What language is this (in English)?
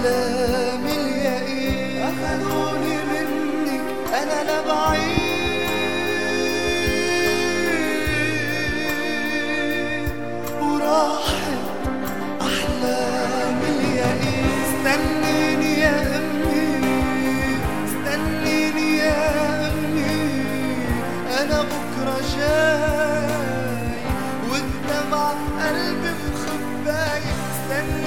Egyptian Arabic